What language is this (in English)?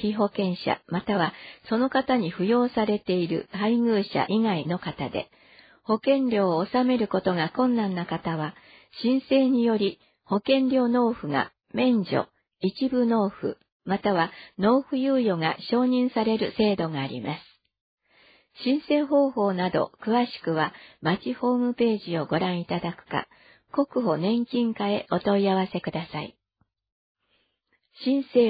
Japanese